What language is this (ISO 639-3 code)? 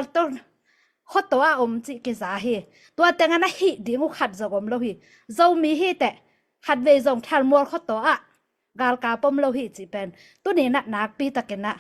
ctd